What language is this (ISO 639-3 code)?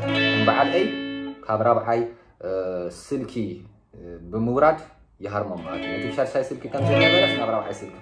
tir